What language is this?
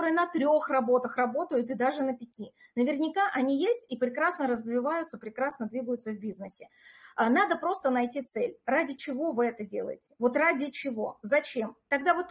Russian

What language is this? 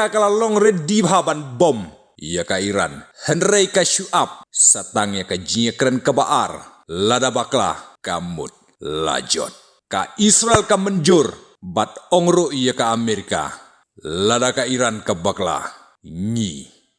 Khasi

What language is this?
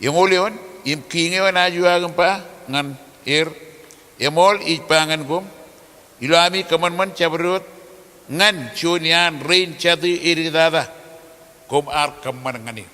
Marshallese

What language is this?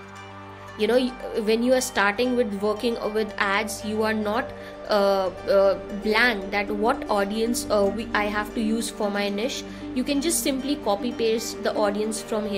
English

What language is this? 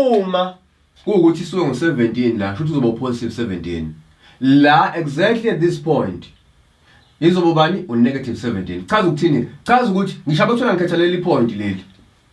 Zulu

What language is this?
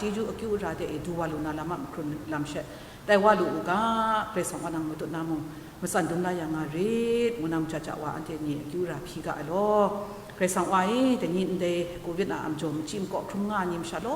Kachin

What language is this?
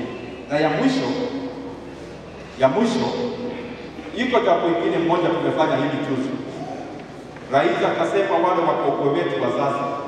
Swahili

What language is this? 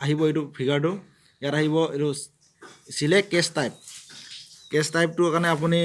Assamese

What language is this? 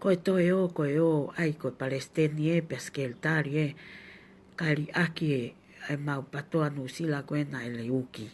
Tongan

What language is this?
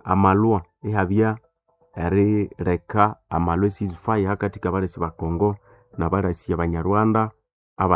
Nande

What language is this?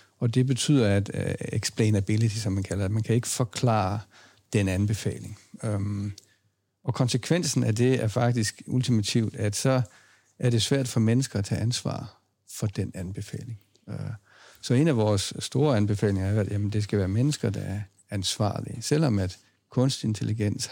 Danish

